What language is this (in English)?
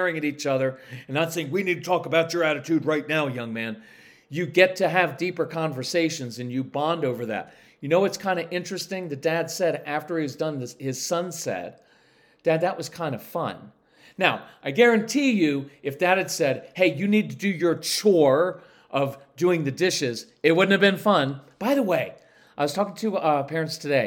English